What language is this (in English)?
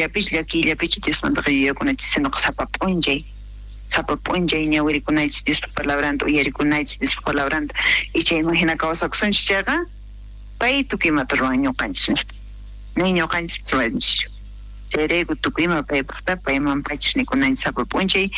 South Bolivian Quechua